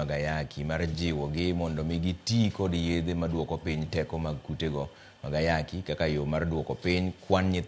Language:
Luo (Kenya and Tanzania)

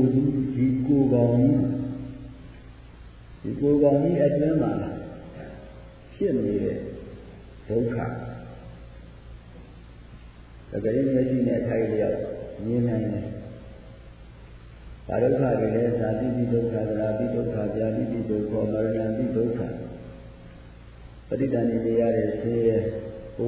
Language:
Burmese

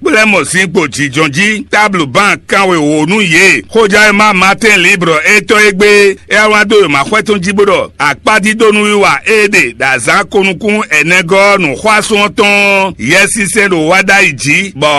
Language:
Fon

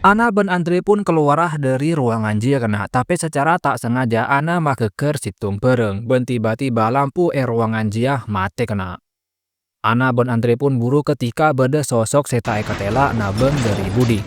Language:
Madurese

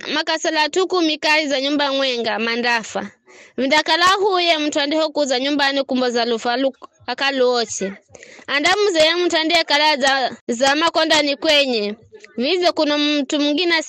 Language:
Giryama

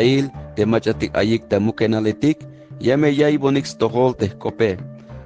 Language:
Tzeltal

